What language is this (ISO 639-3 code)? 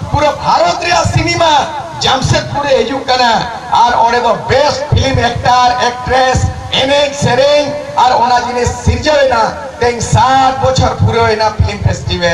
sat